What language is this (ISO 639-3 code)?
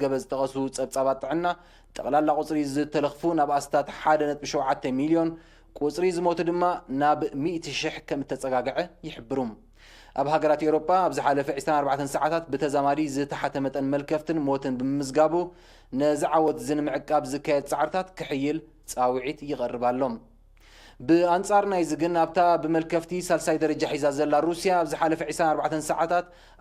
tir